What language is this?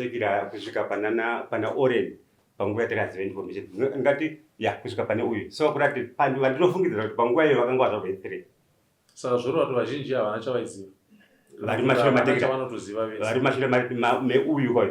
Shona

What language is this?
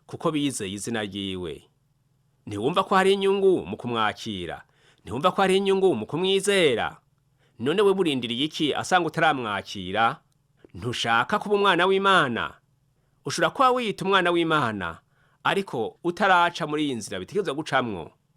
Rundi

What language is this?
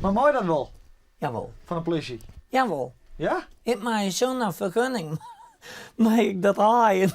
Western Frisian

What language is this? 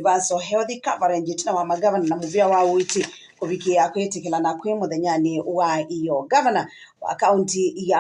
Kamba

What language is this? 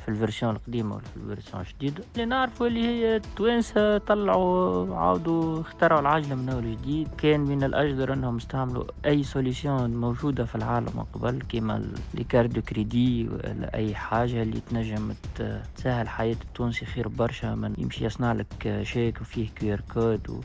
Tunisian Arabic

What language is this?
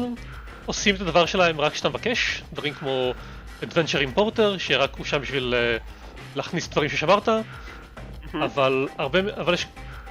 Hebrew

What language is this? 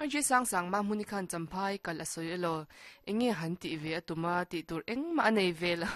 Mizo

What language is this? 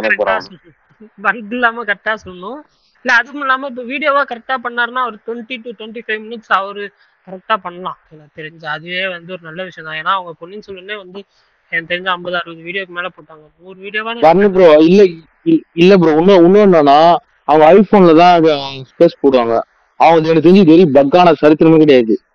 Tamil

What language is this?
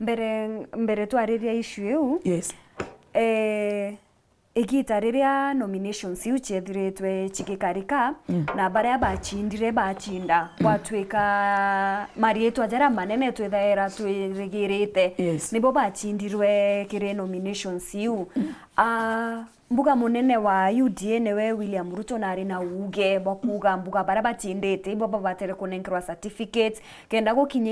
Meru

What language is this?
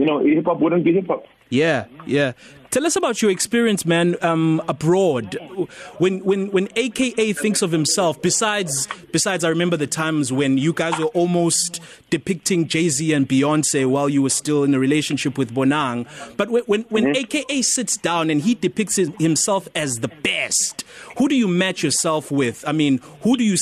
English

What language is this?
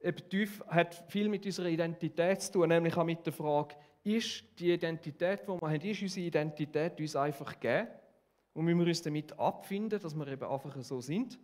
Swiss German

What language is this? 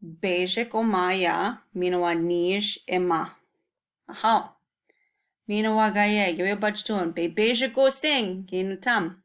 Chippewa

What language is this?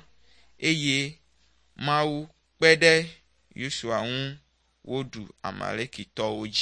Ewe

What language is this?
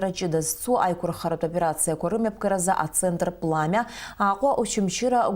Abkhazian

